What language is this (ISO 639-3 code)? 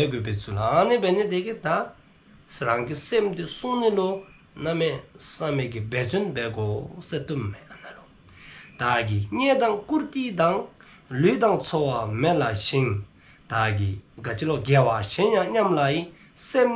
dzo